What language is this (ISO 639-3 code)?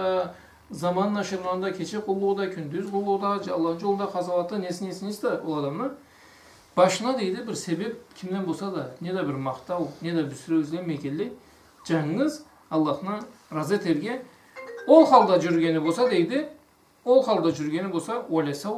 krc